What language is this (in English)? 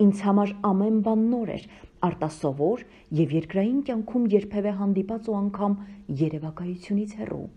Armenian